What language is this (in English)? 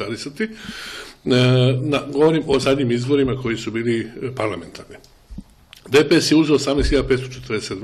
Serbian